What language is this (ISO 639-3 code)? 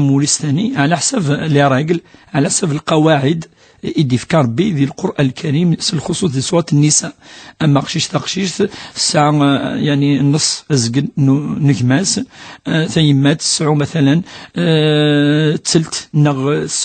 kab